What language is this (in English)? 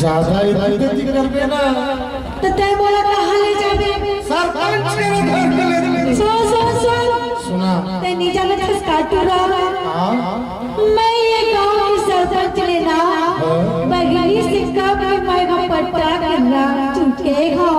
Chhattisgarhi